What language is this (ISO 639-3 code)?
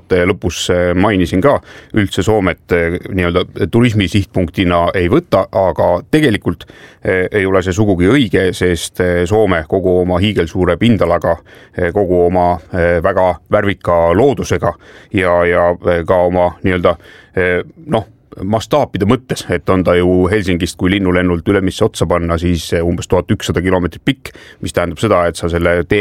est